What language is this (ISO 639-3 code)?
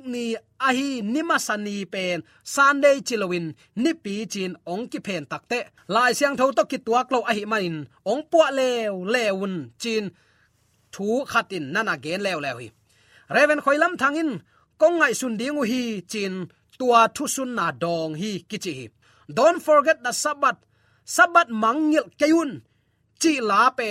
ctd